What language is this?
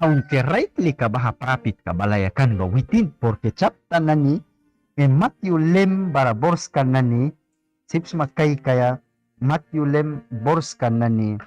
Mískito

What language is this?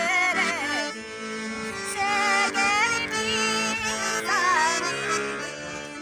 Yakut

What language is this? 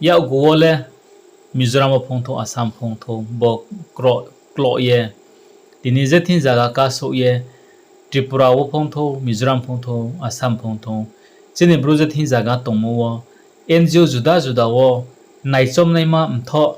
Riang (India)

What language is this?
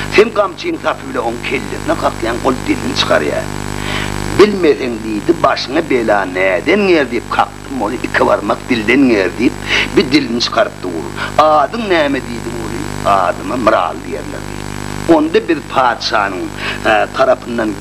Turkmen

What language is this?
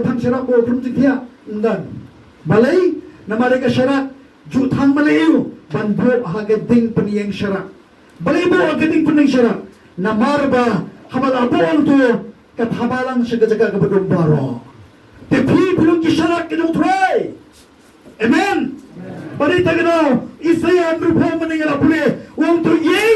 Khasi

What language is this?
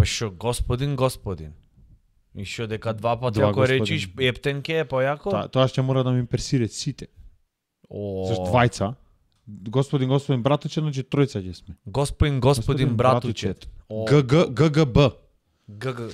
Macedonian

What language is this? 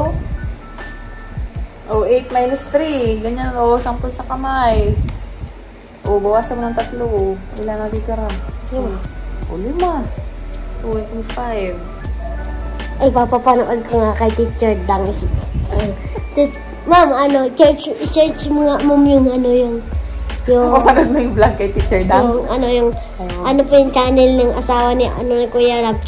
Filipino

